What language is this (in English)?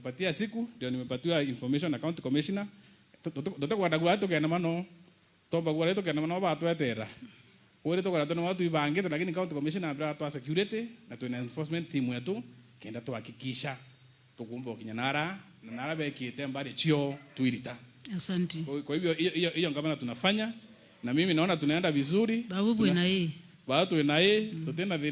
Meru